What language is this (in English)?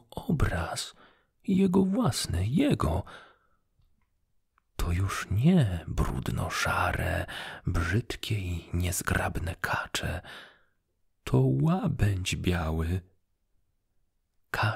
Polish